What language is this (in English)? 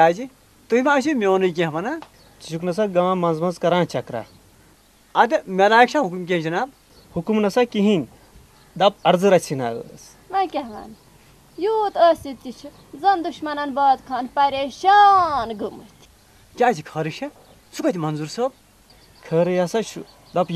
Kashmiri